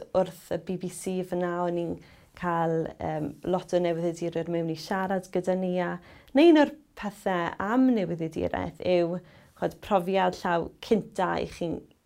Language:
Welsh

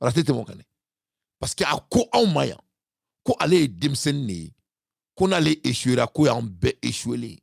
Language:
Bambara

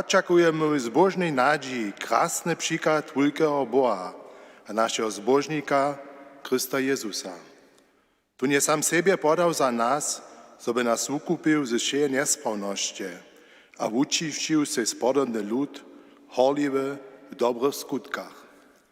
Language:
Upper Sorbian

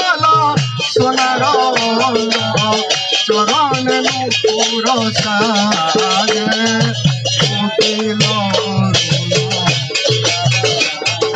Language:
Odia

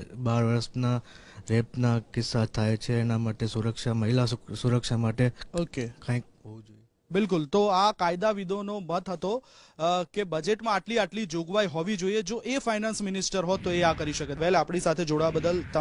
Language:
Gujarati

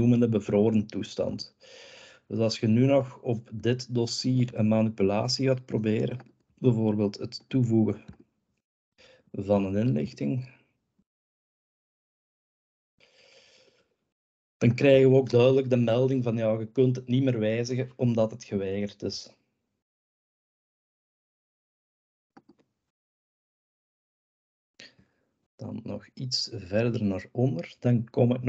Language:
Dutch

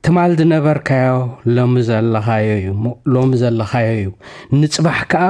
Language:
Tigrinya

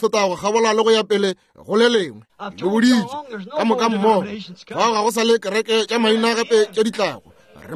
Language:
Northern Sotho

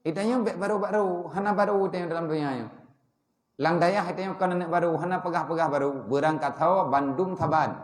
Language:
Achinese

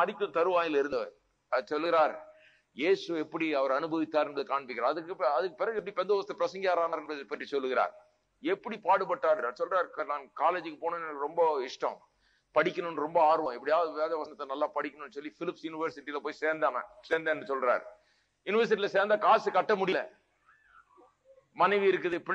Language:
Tamil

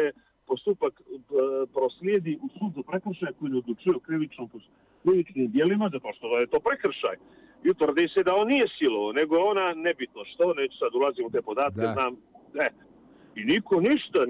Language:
Bosnian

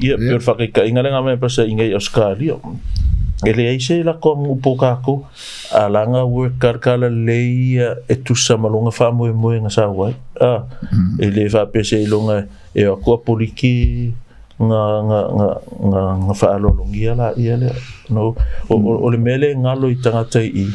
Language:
Samoan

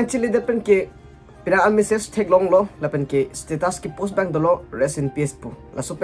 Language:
Karbi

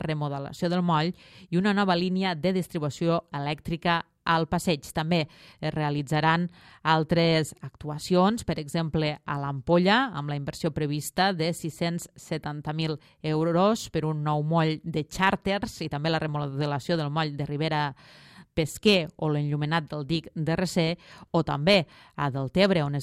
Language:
Catalan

